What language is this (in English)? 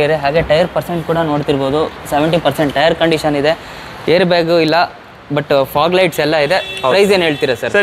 Kannada